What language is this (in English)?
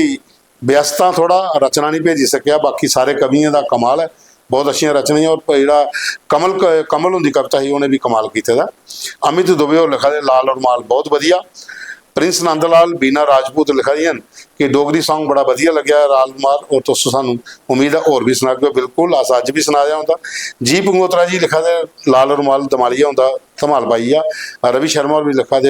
Dogri